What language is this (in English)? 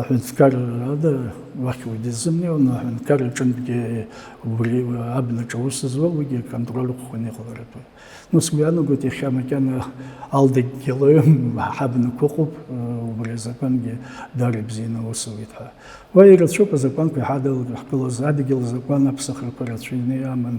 Abkhazian